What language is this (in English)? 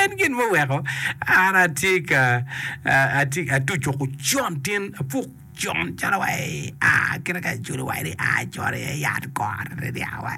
Acoli